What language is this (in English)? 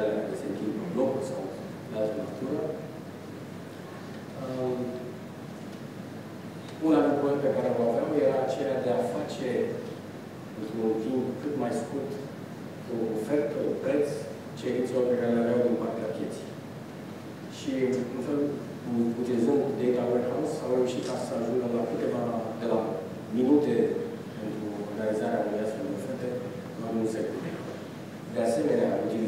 Romanian